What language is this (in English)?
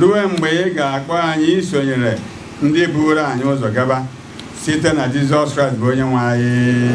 Igbo